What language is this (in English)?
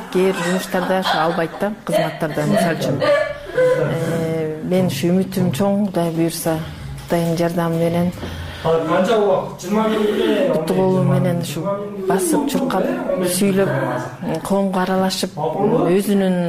Kyrgyz